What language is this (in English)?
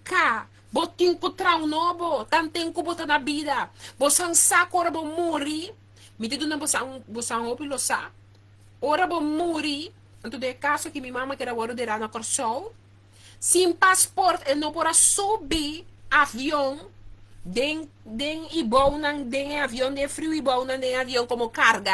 Papiamento